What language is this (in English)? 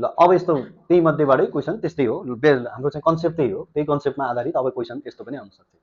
Nepali